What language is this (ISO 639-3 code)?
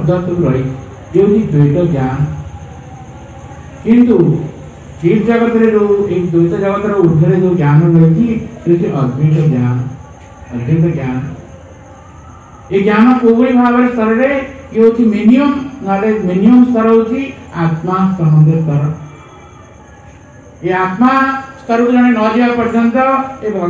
ori